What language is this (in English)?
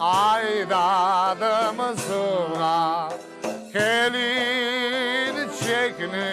Crimean Tatar